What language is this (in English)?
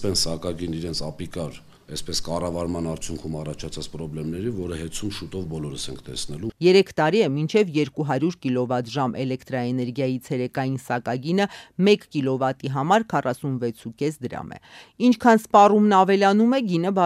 Armenian